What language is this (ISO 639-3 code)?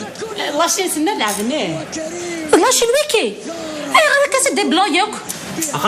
kab